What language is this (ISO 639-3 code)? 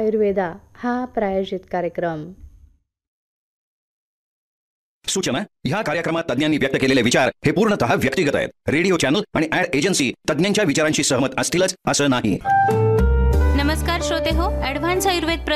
mar